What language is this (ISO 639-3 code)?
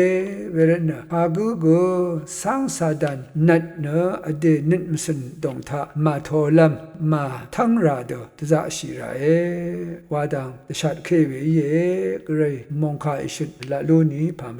raw